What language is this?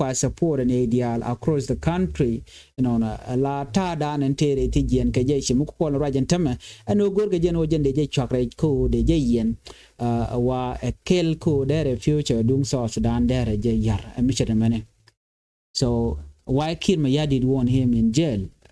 Nuer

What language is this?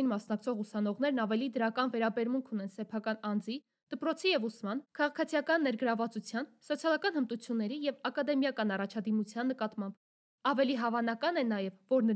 Armenian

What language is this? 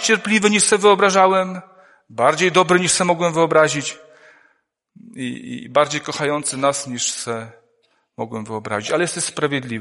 Polish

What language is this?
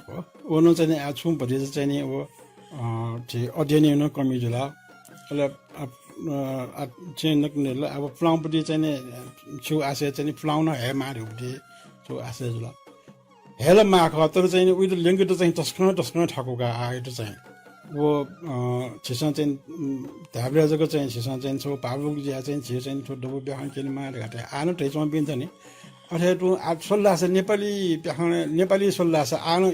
Newari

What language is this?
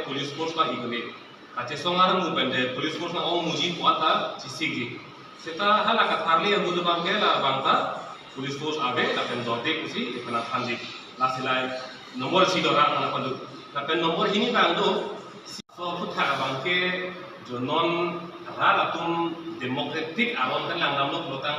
Karbi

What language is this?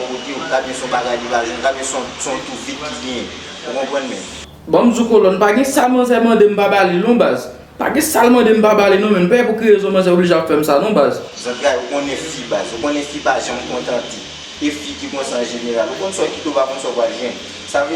Haitian Creole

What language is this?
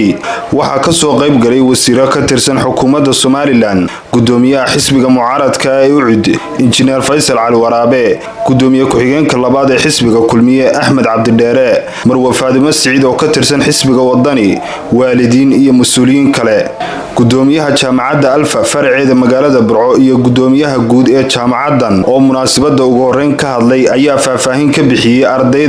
Somali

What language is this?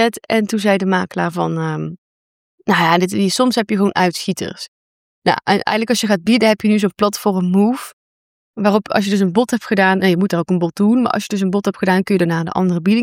Dutch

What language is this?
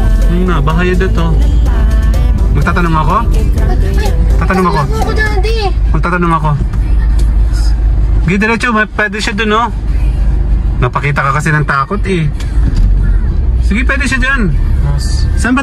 Filipino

